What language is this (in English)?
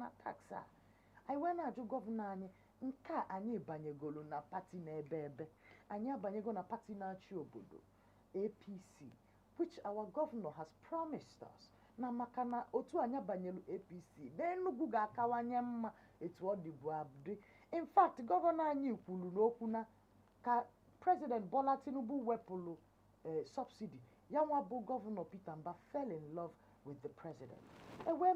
Igbo